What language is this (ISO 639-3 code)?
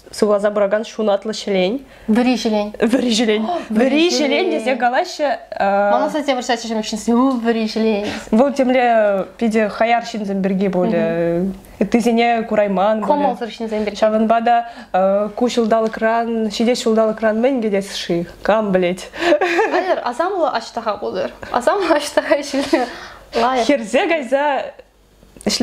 chv